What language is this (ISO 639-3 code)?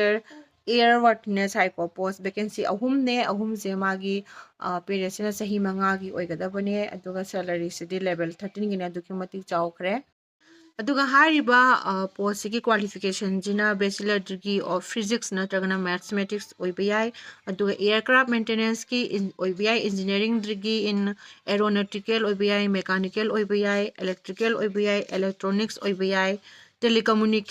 mni